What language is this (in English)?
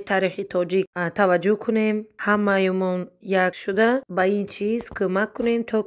Tajik